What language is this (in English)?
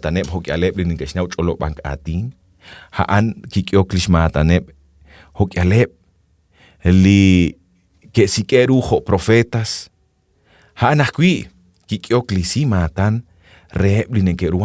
Kekchí